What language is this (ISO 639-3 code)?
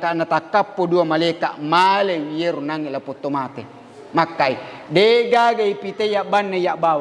bug